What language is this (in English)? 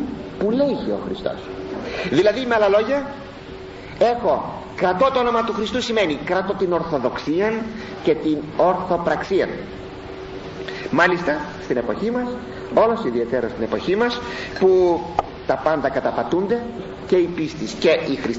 Greek